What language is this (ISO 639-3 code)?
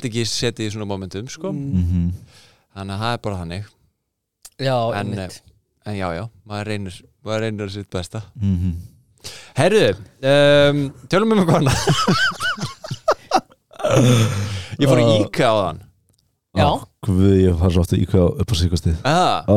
isl